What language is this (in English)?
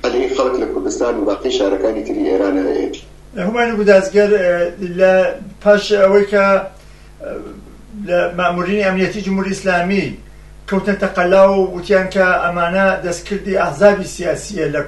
Central Kurdish